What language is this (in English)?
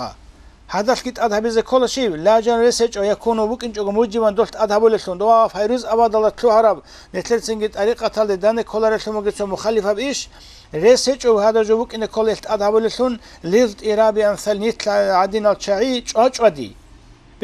Avaric